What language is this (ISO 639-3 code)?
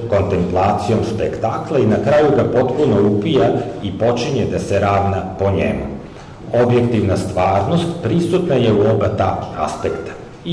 srp